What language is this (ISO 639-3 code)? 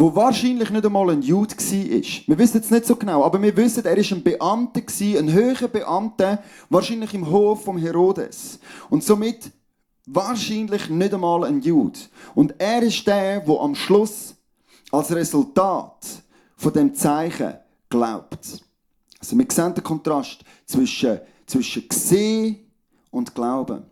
gsw